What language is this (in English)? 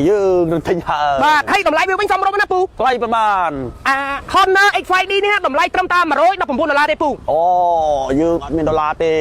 Khmer